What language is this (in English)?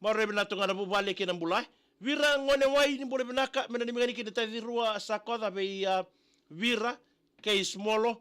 Fijian